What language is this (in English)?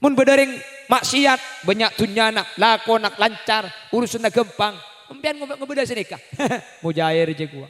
Madurese